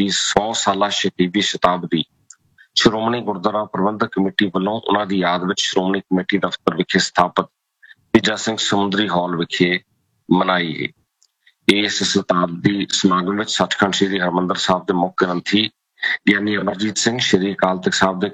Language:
Punjabi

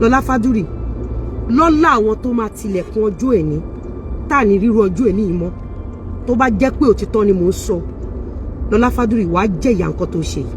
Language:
Yoruba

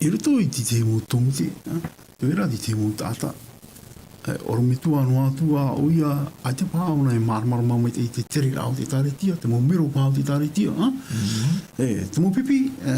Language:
Tahitian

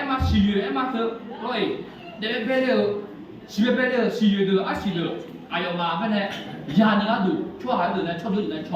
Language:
Akha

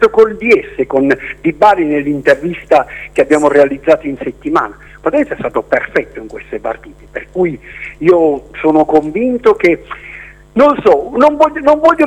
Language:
Italian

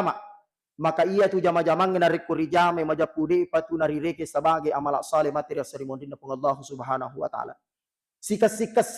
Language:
Buginese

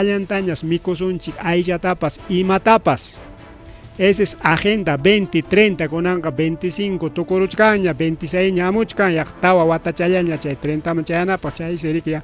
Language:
Ayacucho Quechua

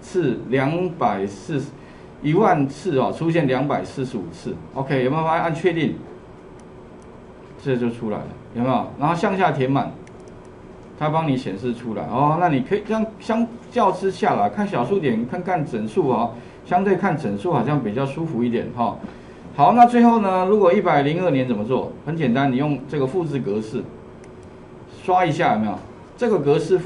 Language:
Chinese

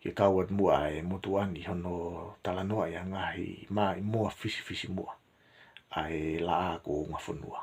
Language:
Tongan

